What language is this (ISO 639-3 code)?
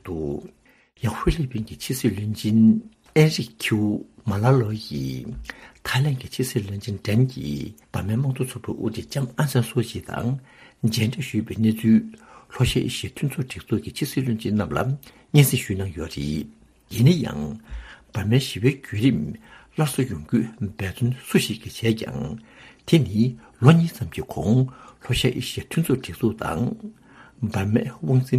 bod